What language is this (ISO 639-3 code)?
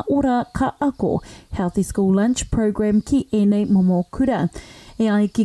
mri